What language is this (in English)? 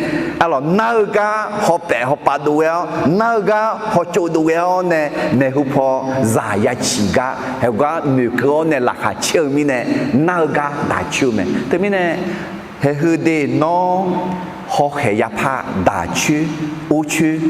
Akha